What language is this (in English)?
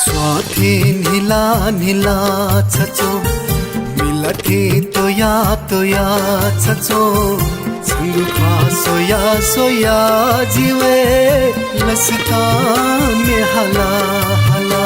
Newari